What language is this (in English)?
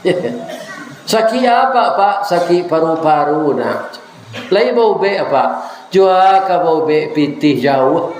Minangkabau